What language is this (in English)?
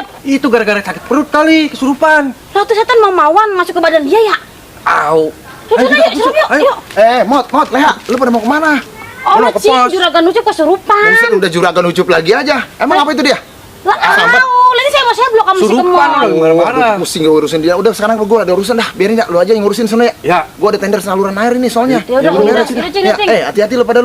Betawi